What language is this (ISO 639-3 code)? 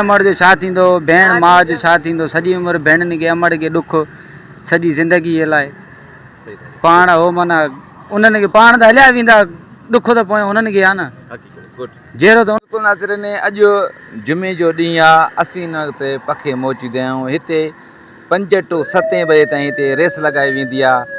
snd